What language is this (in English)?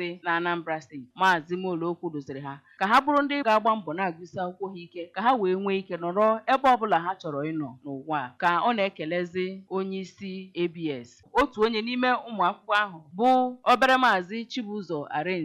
Igbo